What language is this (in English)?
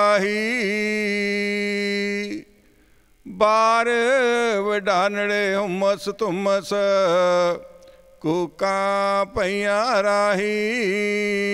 Punjabi